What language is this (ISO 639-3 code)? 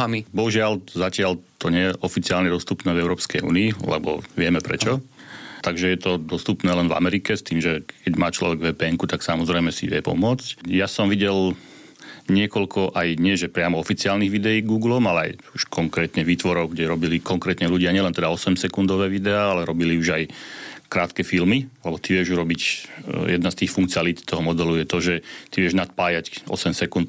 slk